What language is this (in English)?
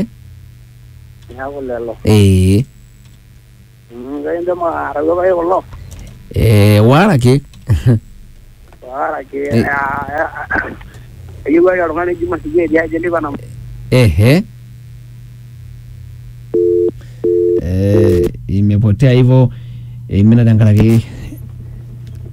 Swahili